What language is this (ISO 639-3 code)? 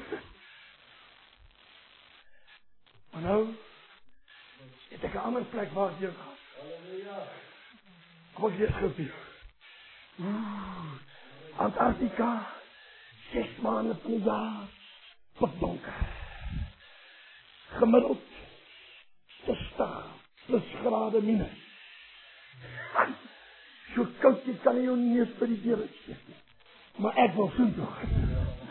afr